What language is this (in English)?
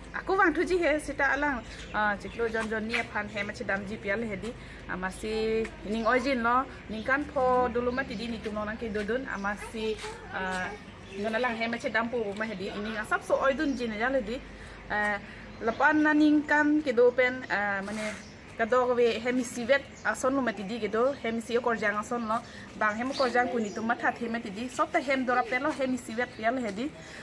Karbi